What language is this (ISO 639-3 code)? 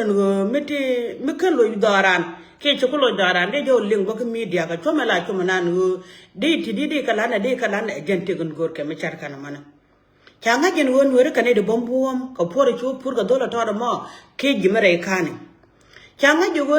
nus